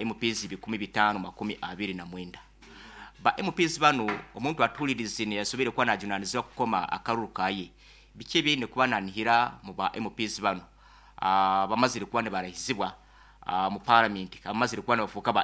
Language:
Nyoro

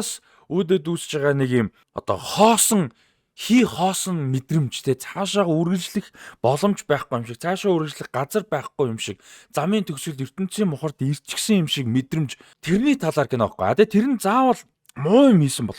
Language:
Mongolian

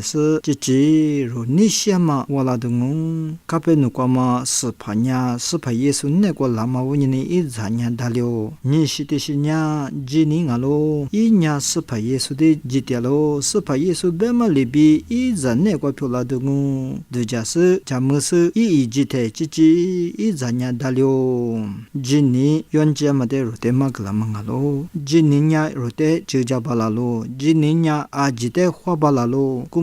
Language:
Lisu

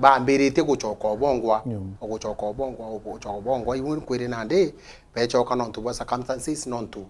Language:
Meru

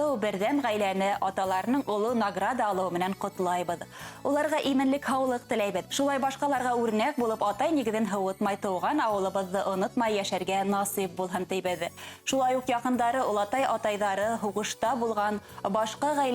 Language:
Bashkir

